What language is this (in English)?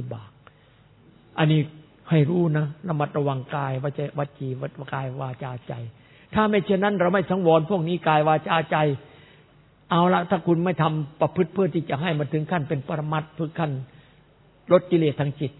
Thai